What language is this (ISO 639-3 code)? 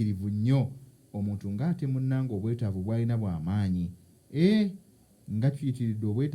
lug